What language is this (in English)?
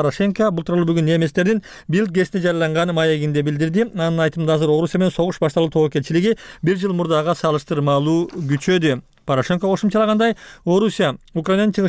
Kyrgyz